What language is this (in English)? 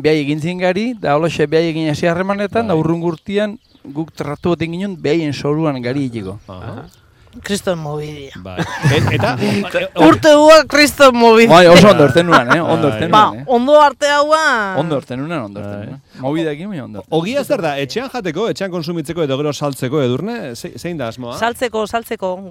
Basque